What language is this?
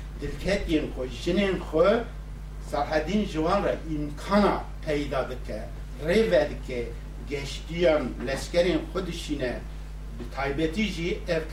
Kurdish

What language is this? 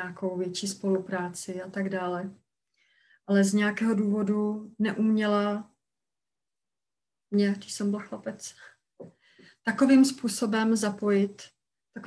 Czech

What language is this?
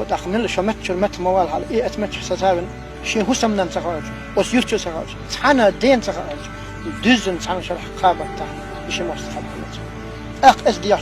Chechen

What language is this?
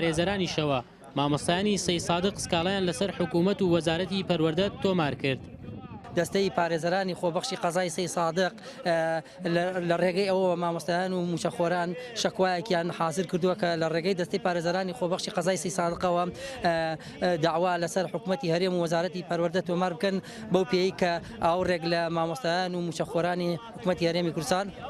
Central Kurdish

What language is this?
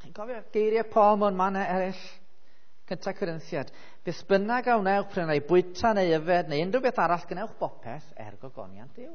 Welsh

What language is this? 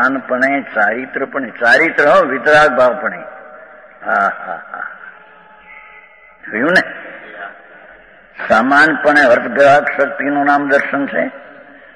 Gujarati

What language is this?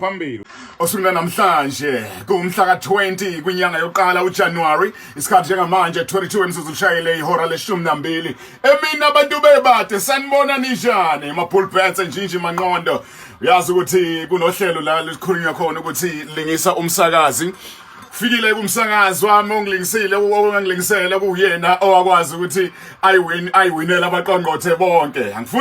Zulu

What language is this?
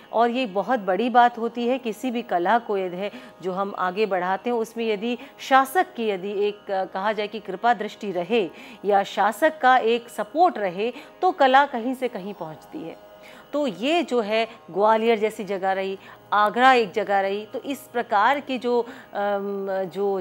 Hindi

